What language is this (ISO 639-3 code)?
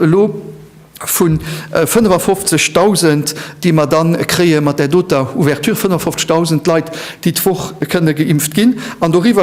ltz